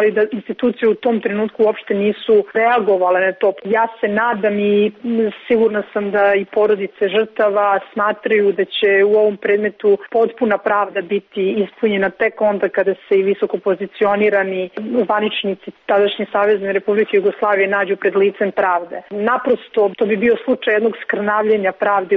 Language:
Serbian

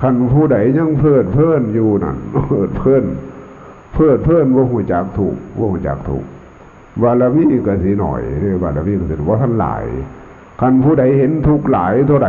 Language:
Lao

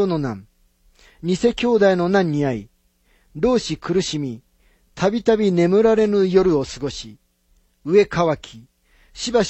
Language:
Japanese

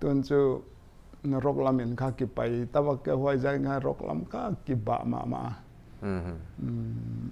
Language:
Paite Chin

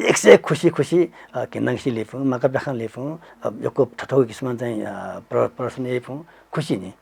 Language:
Newari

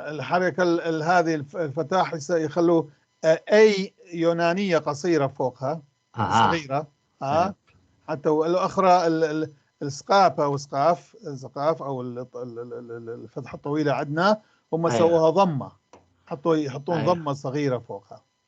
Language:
North Levantine Arabic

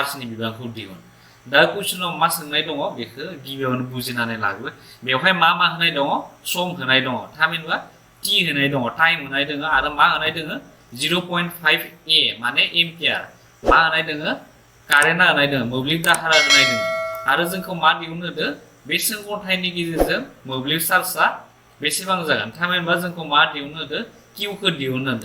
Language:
Bodo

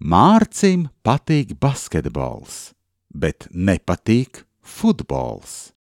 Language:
Latvian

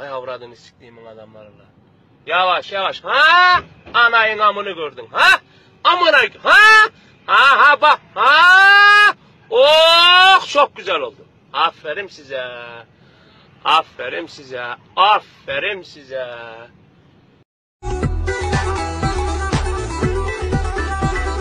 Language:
Turkish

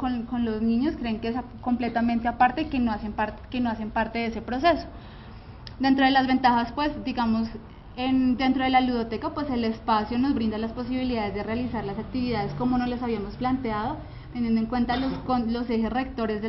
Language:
Spanish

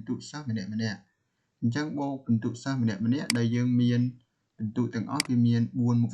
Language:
Khmer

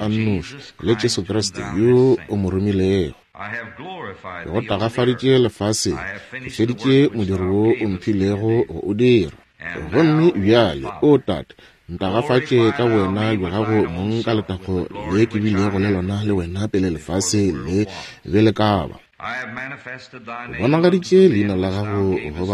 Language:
Northern Sotho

